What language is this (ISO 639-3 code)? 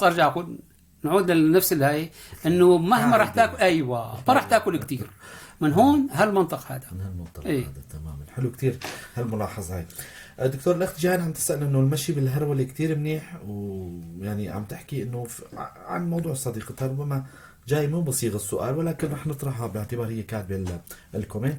apc